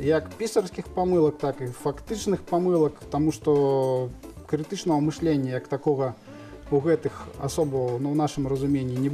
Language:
Belarusian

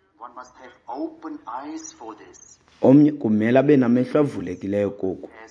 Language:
Xhosa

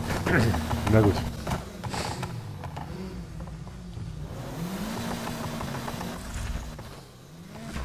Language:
German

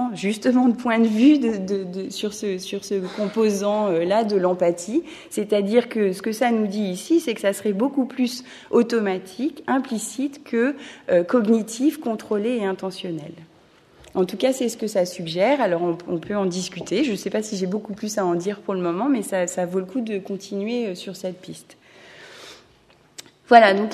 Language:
French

